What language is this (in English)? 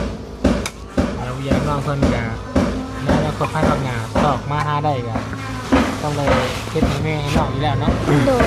Lao